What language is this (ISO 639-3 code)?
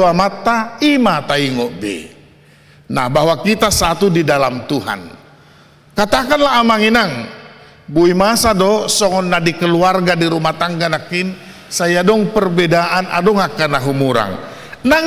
bbc